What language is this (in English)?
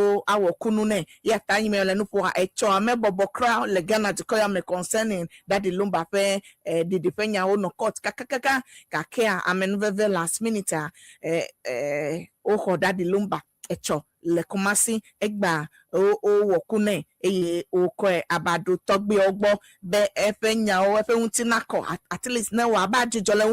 Ewe